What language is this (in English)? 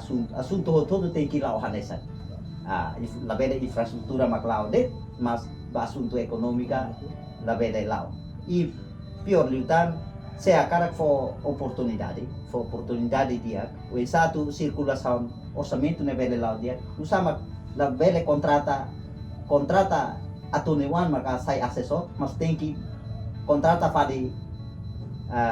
Tetum